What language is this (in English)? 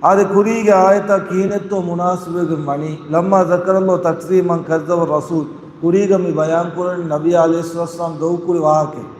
Divehi